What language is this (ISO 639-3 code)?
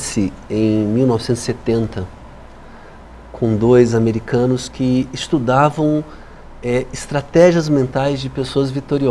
por